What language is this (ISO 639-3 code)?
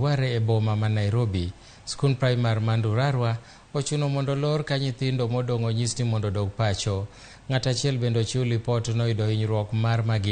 luo